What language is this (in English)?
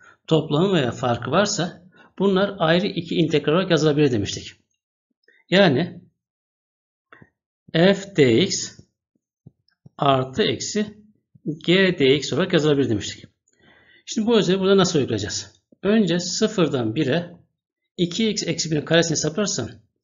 Turkish